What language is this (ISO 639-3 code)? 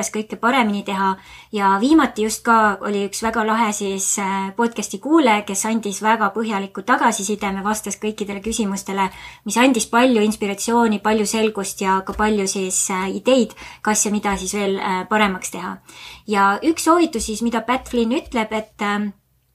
est